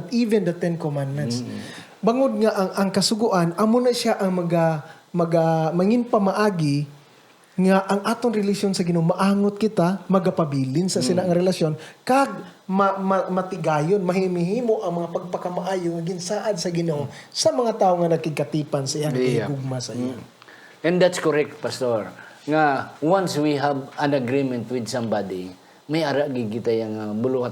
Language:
Hiligaynon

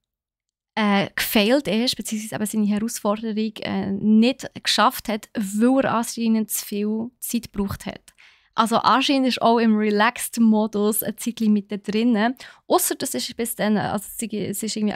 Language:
Swiss German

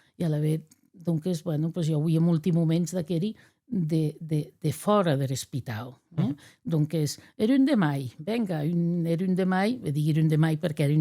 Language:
Occitan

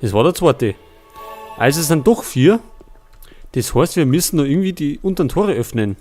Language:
Bavarian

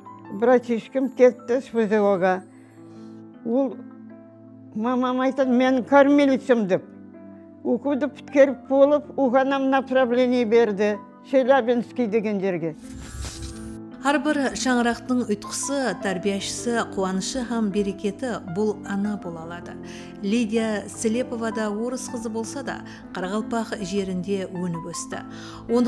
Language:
Kara-Kalpak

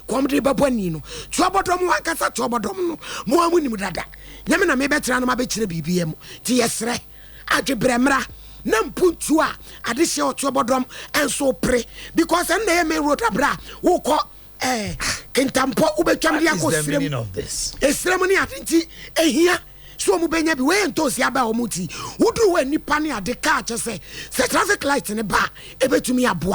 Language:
Akan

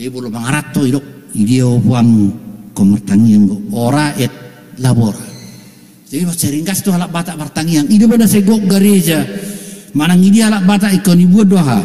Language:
Batak Toba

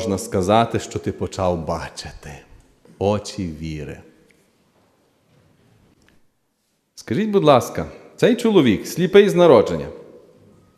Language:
Ukrainian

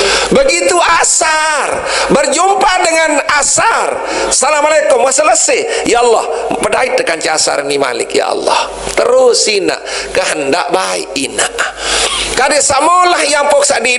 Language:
Sasak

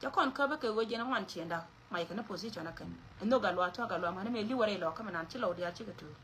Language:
Nuer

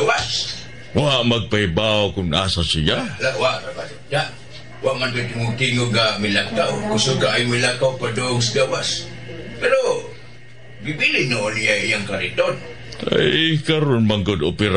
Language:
Cebuano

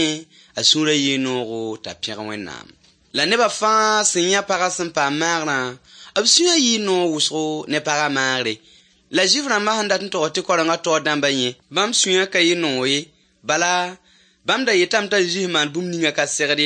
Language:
Mossi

